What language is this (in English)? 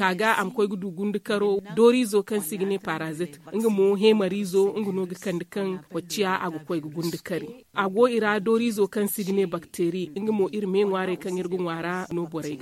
Zarma